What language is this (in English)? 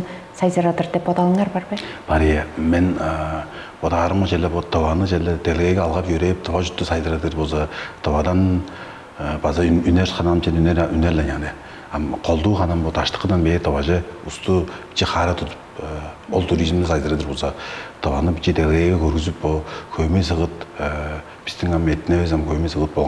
Tuvinian